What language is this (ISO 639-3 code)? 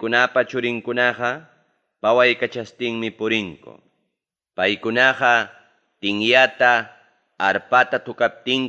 quy